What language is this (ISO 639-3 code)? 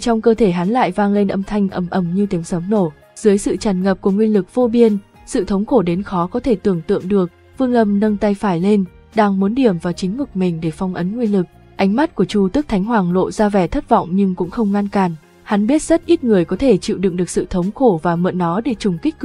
vie